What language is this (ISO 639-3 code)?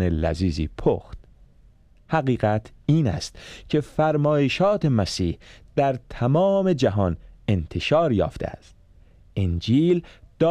fas